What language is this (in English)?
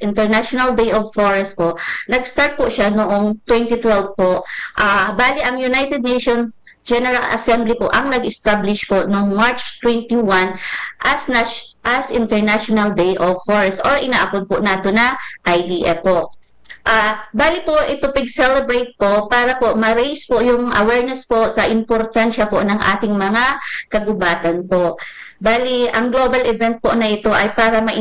Bikol